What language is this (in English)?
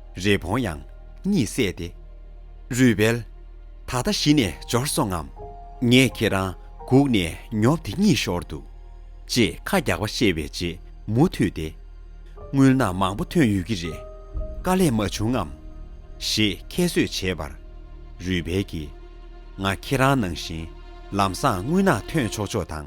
Tibetan